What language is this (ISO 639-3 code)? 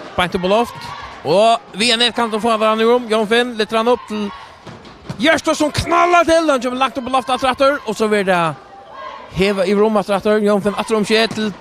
fao